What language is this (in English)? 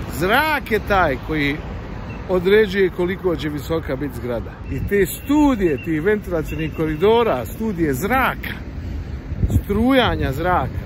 Bosnian